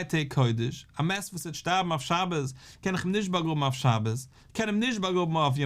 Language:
Yiddish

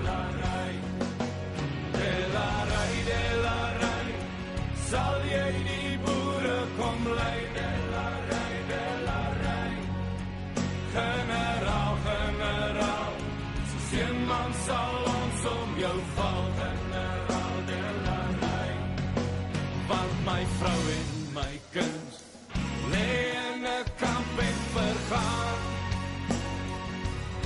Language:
Afrikaans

